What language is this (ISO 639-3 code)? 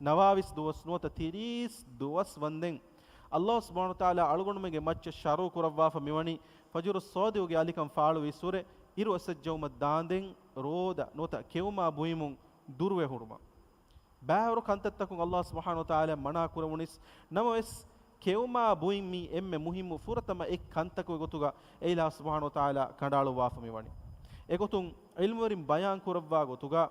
div